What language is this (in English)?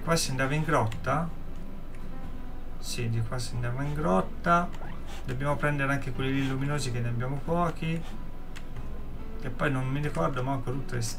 Italian